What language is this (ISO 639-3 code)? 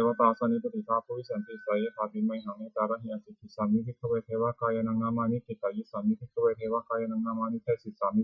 pli